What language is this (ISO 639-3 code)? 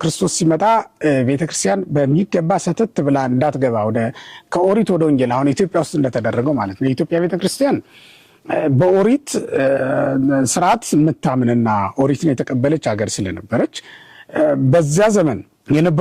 amh